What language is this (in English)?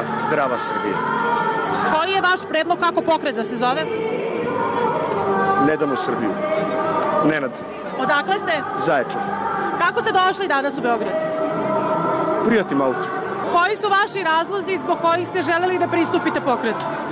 Serbian